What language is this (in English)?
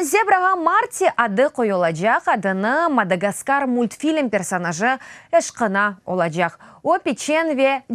Crimean Tatar